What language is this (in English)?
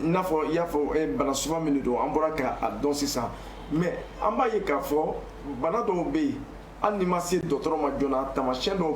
Bambara